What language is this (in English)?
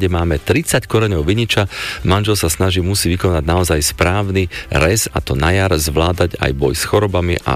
Slovak